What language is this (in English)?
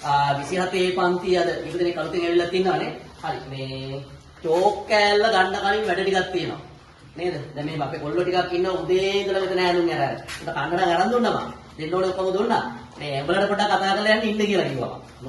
Sinhala